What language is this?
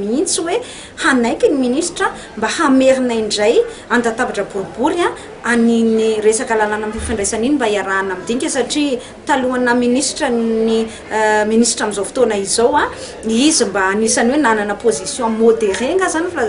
Malagasy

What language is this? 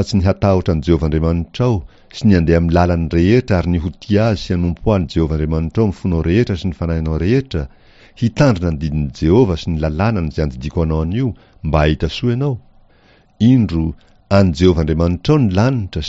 Malagasy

